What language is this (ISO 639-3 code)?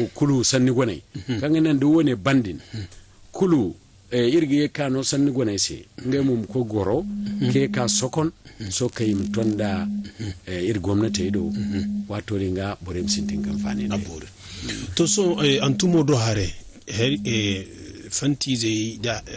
dje